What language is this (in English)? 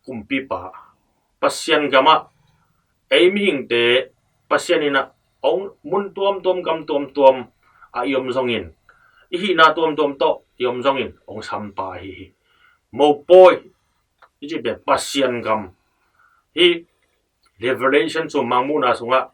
Tedim Chin